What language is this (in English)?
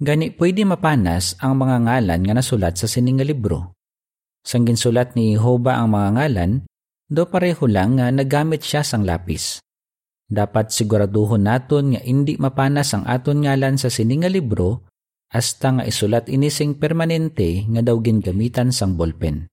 Hiligaynon